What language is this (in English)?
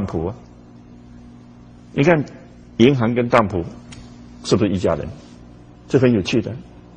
Chinese